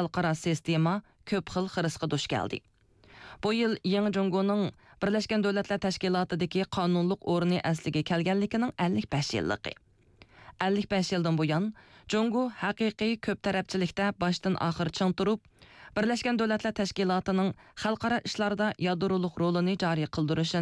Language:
Uyghur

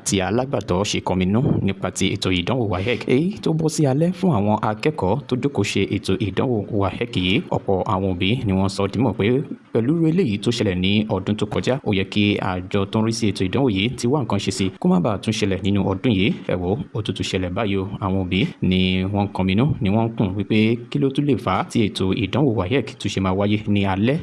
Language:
Yoruba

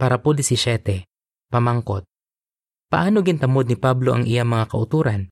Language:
Hiligaynon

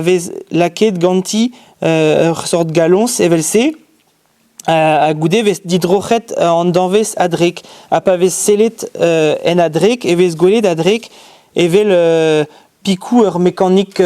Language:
Breton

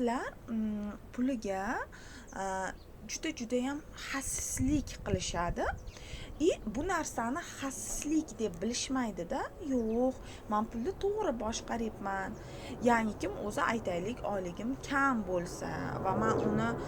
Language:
Uzbek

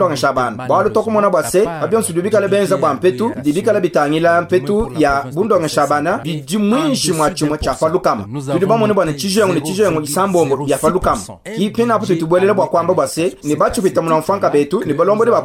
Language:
Luba-Lulua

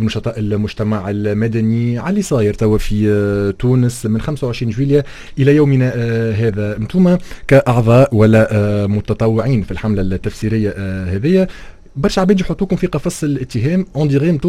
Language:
Tunisian Arabic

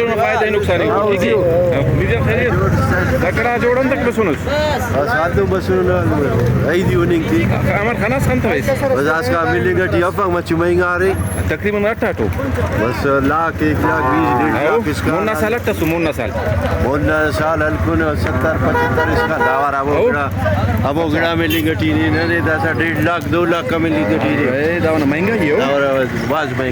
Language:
Brahui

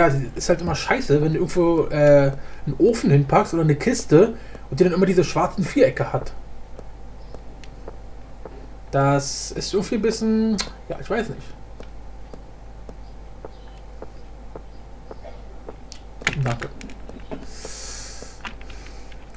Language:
German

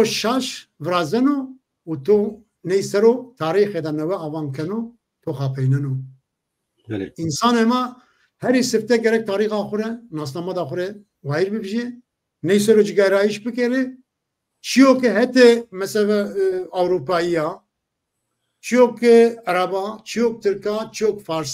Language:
Zaza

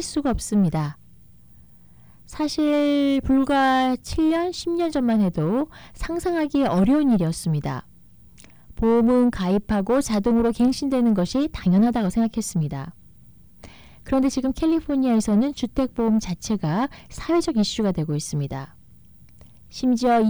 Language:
Korean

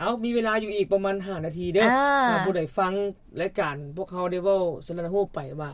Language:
Lao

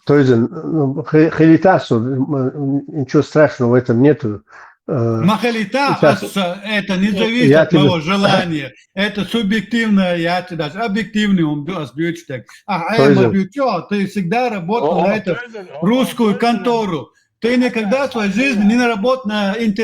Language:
Chechen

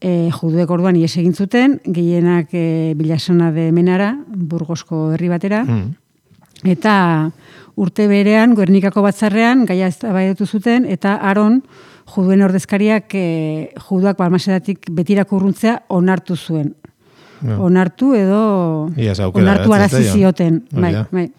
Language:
Basque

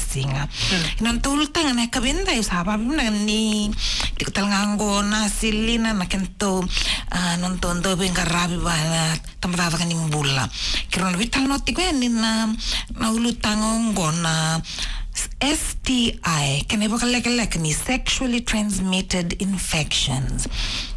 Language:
Fijian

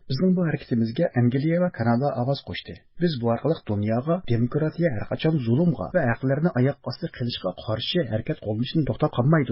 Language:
Uyghur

